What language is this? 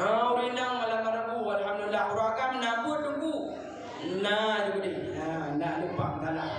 Achinese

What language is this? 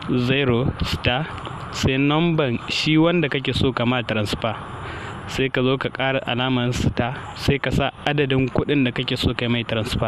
Hausa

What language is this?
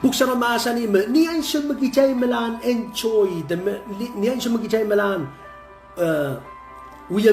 Pohnpeian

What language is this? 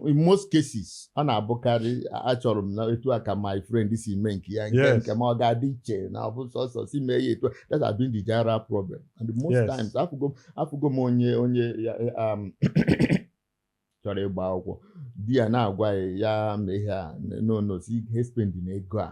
Igbo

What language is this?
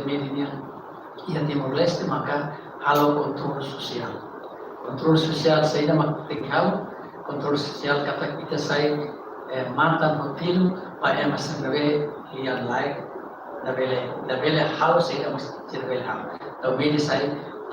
Tetum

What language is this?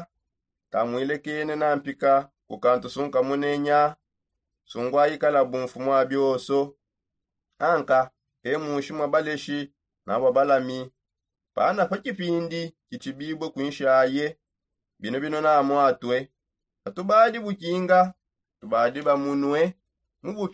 Songe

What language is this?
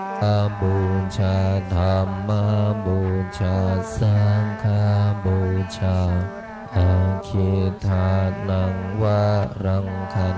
Pali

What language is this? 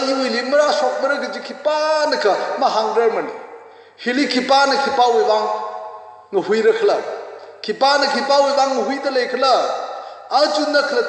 Tangkhul Naga (India)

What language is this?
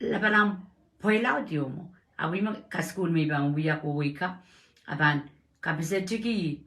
Pohnpeian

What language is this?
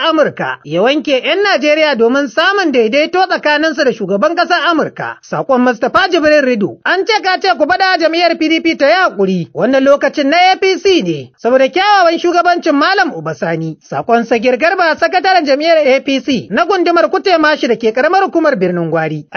Hausa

